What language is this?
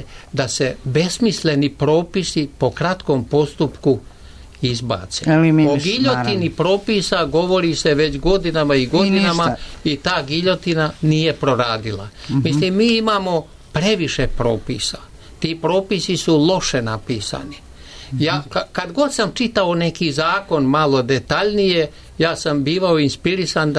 Serbian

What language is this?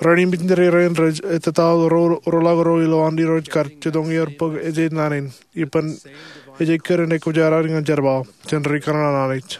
Marshallese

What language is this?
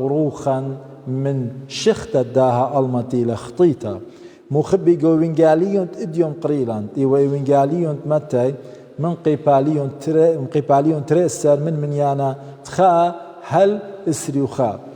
Assyrian Neo-Aramaic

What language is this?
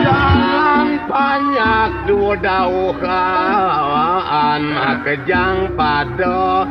Balinese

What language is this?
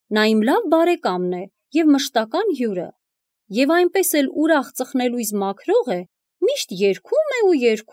Armenian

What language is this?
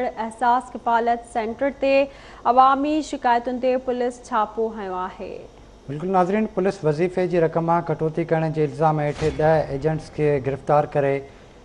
Sindhi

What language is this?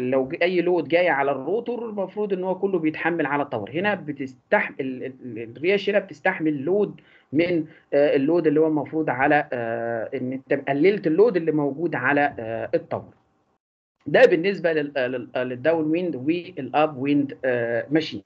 Egyptian Arabic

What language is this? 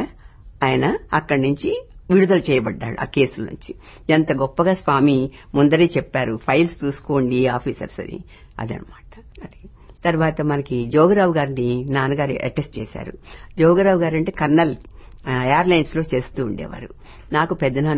Telugu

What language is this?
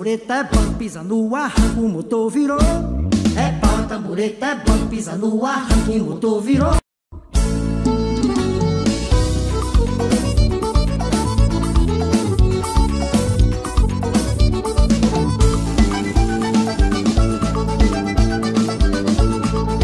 Portuguese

